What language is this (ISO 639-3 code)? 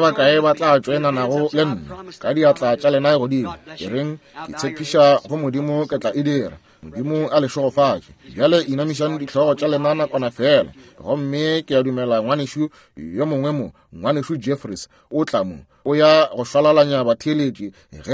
nso